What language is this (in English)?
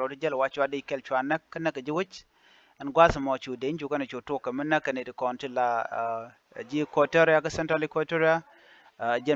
Nuer